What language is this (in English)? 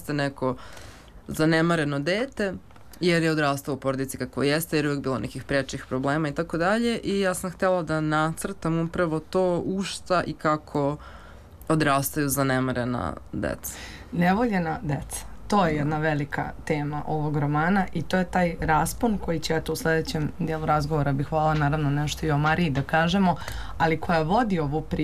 Serbian